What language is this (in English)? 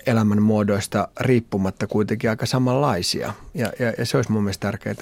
Finnish